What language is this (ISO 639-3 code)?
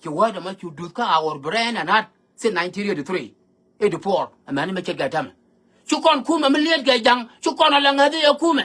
nus